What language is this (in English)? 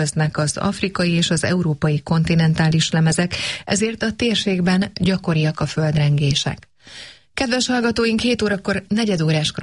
Hungarian